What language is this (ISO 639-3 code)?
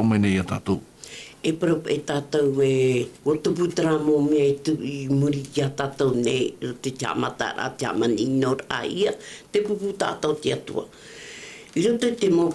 tah